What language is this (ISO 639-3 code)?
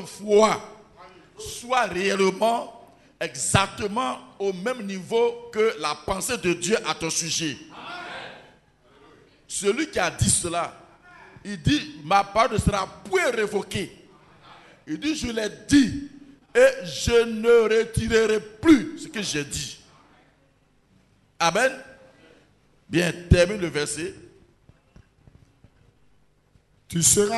fra